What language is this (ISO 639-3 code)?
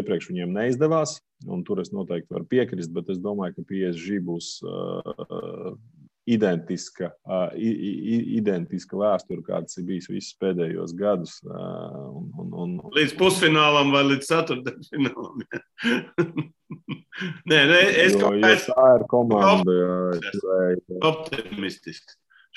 lav